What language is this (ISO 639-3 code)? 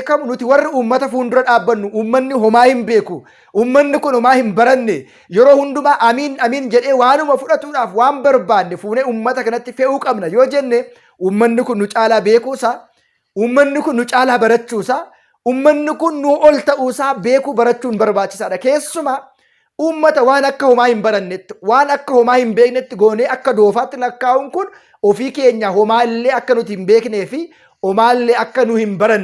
orm